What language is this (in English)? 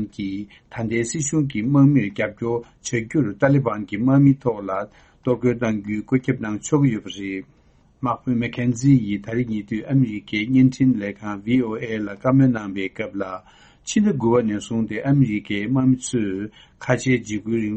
Tibetan